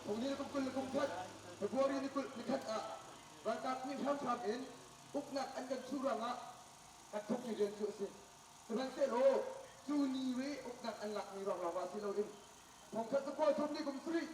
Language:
Hakha Chin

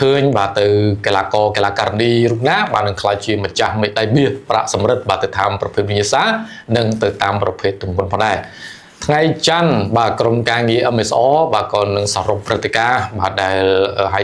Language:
Khmer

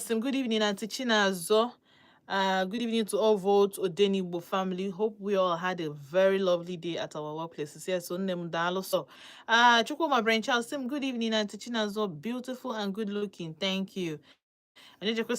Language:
Igbo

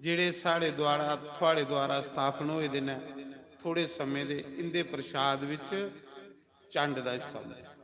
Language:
Dogri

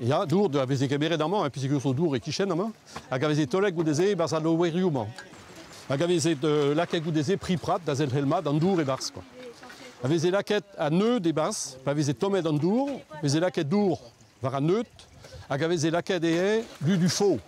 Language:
Breton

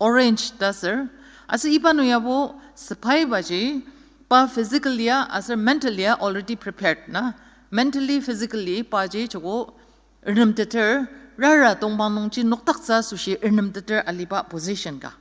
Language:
Ao Naga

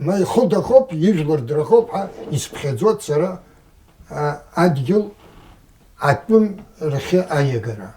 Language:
Abkhazian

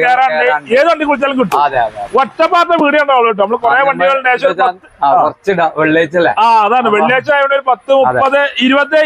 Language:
Malayalam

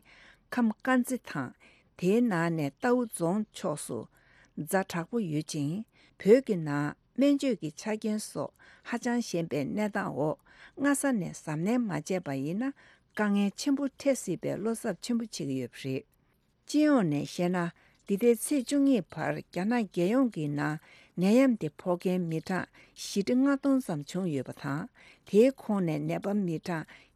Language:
Tibetan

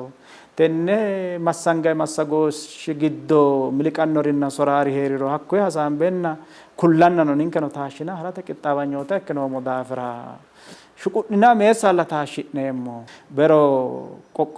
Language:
Sidamo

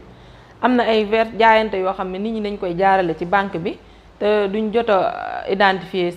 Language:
Wolof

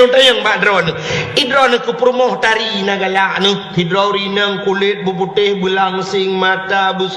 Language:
Achinese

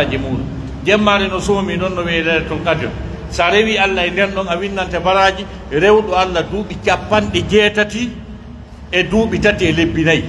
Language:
Pular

